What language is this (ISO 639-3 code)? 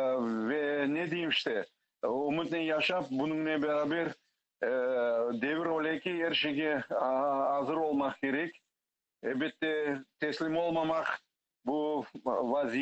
crh